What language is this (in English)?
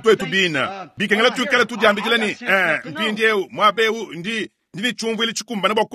Luba-Lulua